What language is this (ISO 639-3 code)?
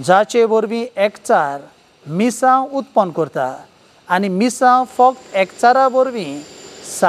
kok